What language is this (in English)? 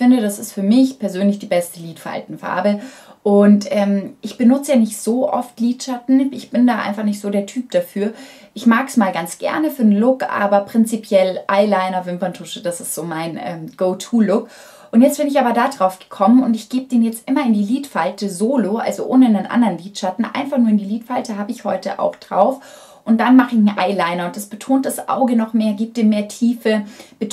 German